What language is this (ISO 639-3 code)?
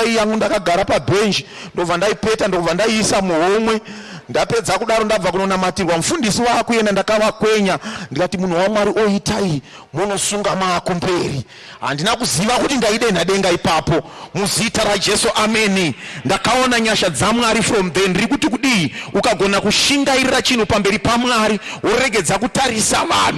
sna